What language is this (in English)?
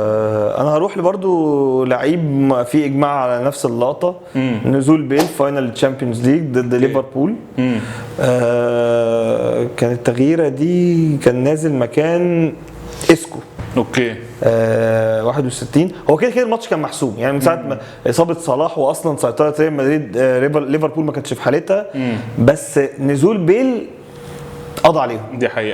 Egyptian Arabic